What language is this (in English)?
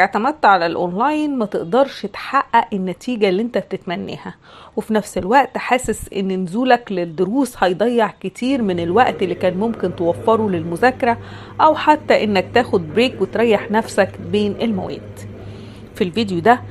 Egyptian Arabic